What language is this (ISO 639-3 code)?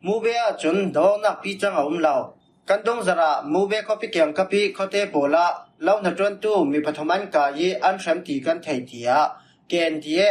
cfm